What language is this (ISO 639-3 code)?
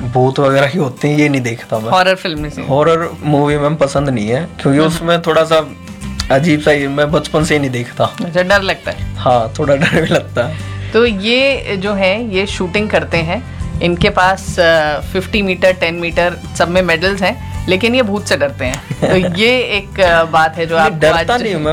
hin